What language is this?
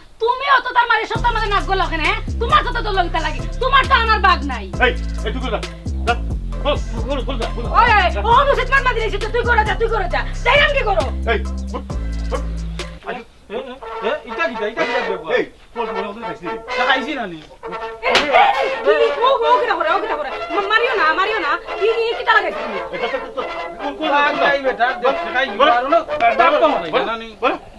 Sylheti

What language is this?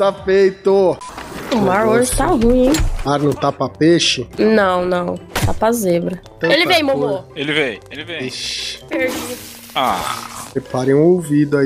Portuguese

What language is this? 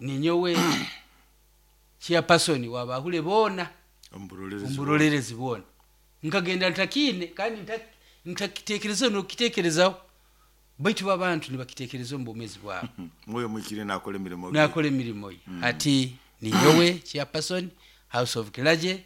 Nyoro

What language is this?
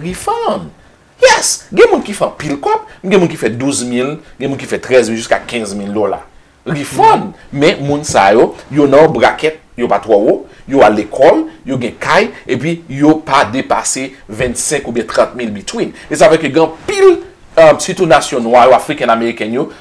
Haitian Creole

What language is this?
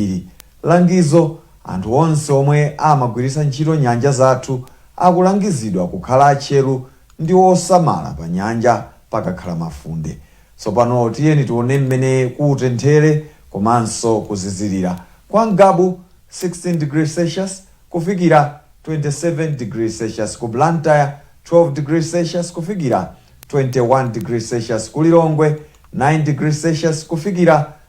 Nyanja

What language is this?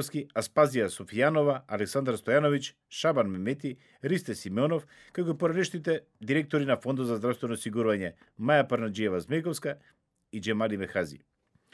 Macedonian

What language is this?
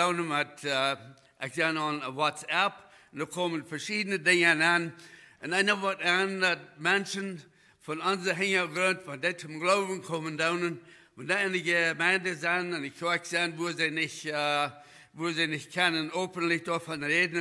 Plautdietsch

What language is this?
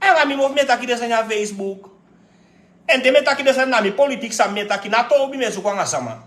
Sranan Tongo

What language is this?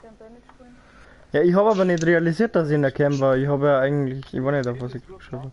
Bavarian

